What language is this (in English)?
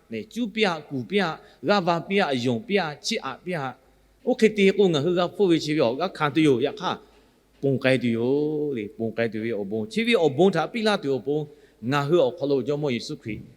Lahu